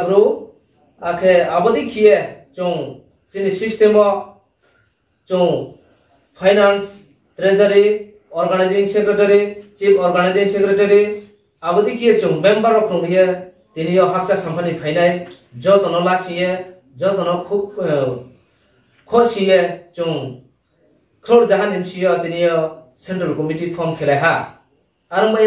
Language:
Riang (India)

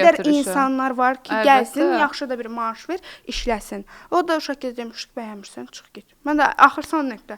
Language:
Azerbaijani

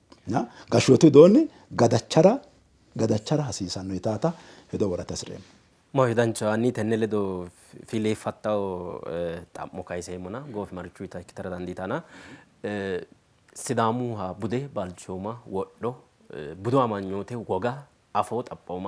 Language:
Sidamo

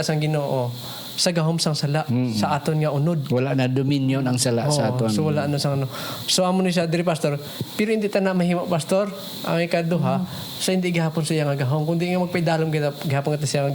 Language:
Hiligaynon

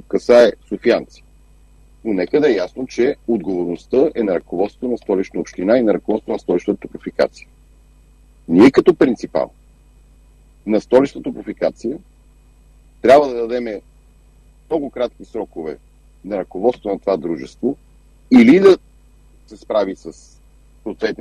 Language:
Bulgarian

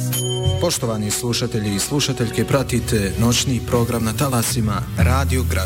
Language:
Bosnian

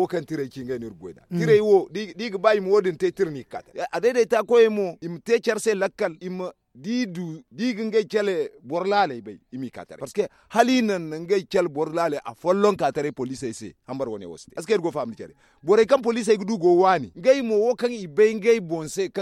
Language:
Zarma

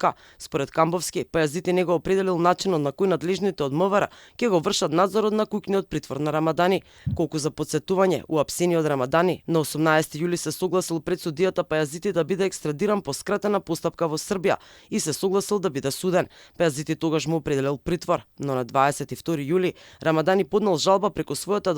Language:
Macedonian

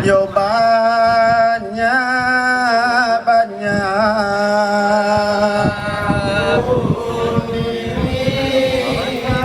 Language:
Minangkabau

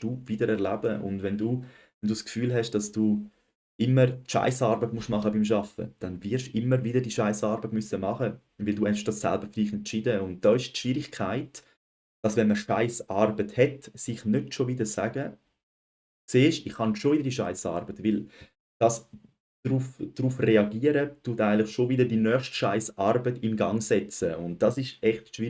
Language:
Swiss German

